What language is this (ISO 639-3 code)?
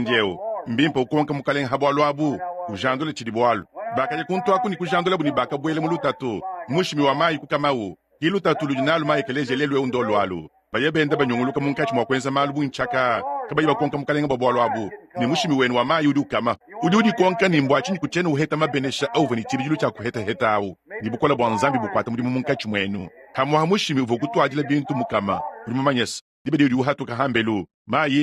lua